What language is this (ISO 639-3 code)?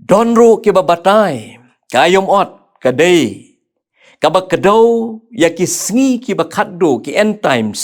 kha